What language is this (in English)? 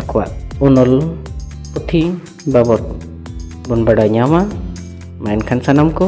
Santali